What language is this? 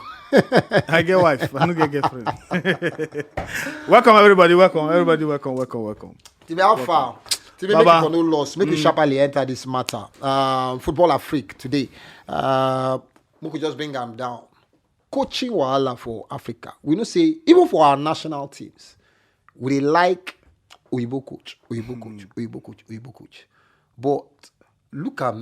Nigerian Pidgin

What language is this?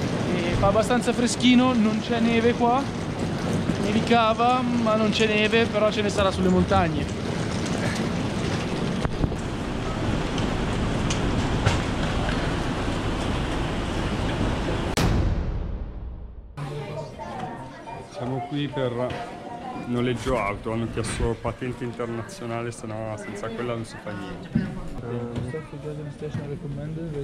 Italian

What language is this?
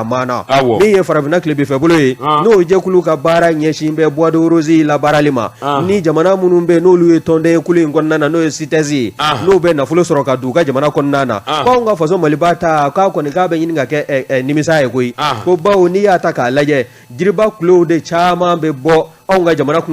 Bambara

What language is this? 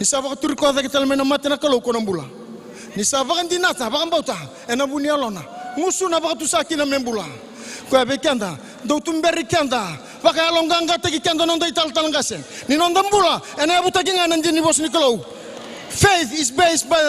Fijian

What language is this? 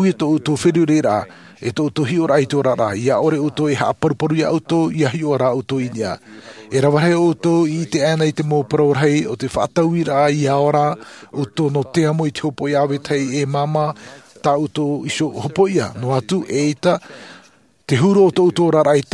Tahitian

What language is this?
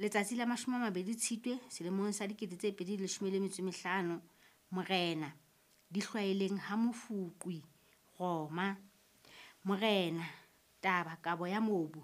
Southern Sotho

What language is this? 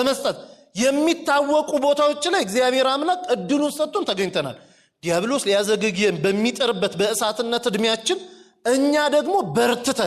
Amharic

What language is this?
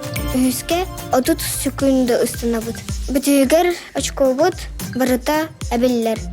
Yakut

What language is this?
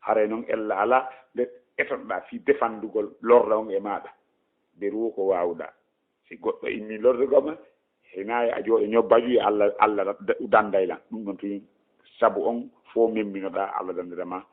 Fula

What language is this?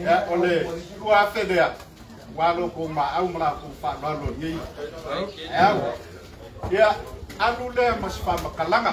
Samoan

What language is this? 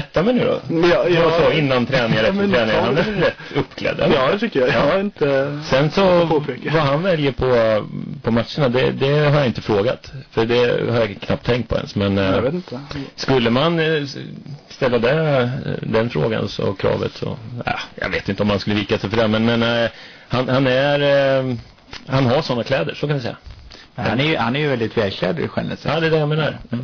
Swedish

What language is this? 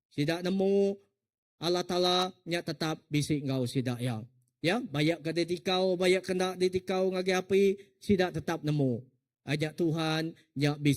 Iban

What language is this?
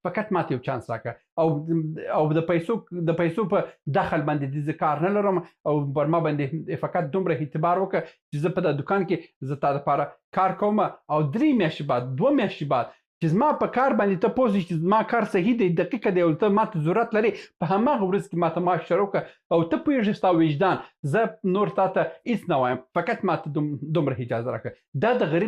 Pashto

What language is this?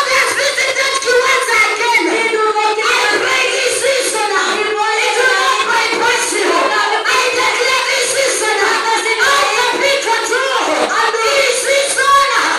Kamba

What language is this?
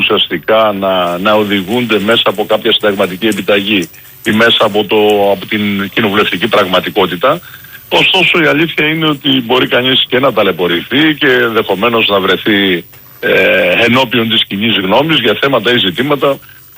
Greek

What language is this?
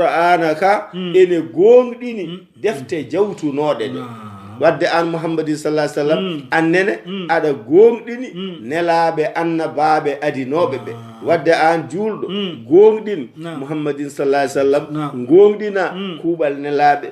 Fula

